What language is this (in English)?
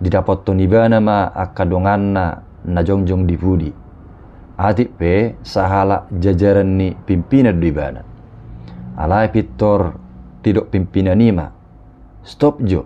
Batak Toba